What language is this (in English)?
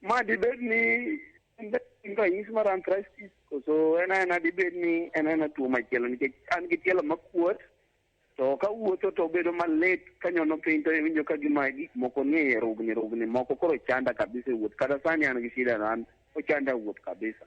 Luo (Kenya and Tanzania)